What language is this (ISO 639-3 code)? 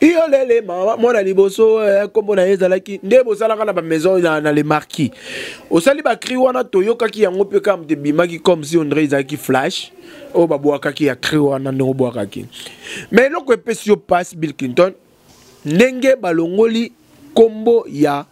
lin